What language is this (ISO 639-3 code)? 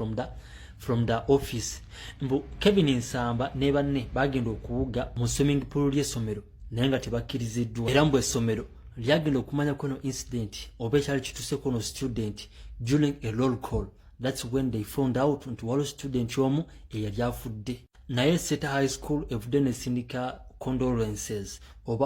lug